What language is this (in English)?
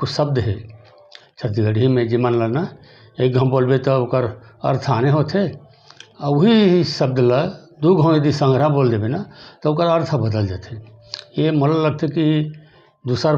Chhattisgarhi